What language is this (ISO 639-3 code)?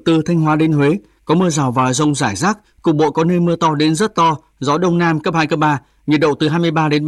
vie